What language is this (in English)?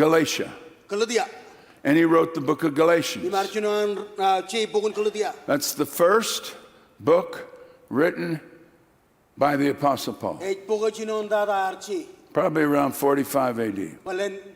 Marshallese